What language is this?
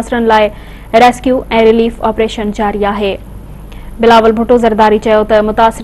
Sindhi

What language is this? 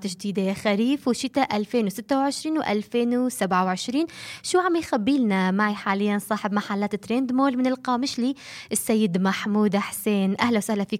North Levantine Arabic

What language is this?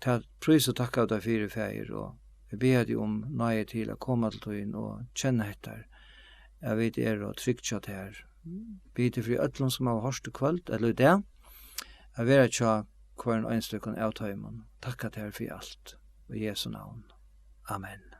Faroese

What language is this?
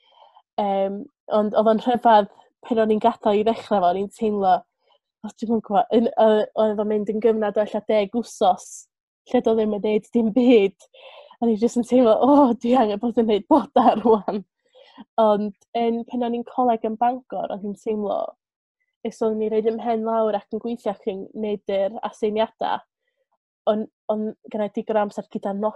Welsh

